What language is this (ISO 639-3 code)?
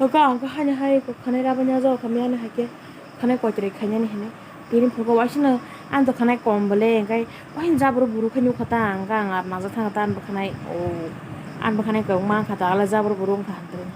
trp